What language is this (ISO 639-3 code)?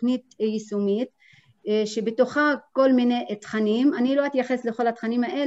heb